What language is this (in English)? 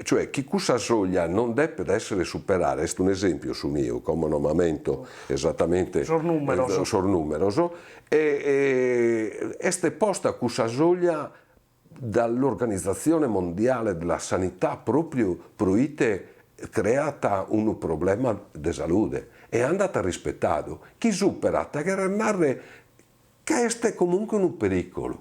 Sardinian